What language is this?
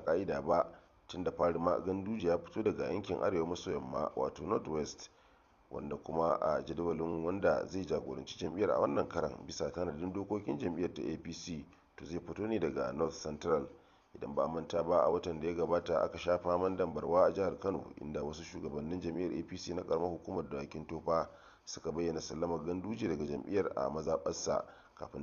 Hausa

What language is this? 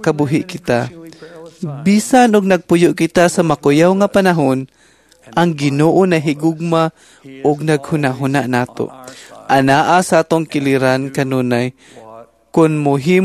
Cebuano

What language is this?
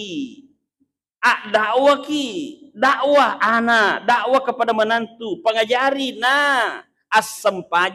Buginese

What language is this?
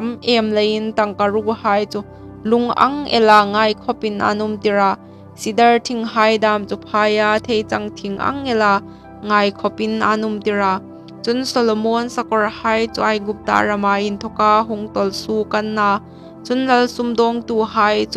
Hmar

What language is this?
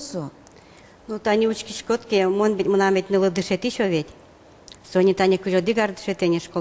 Udmurt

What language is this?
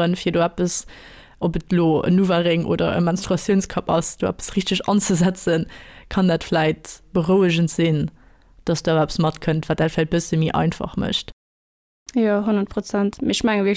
Luxembourgish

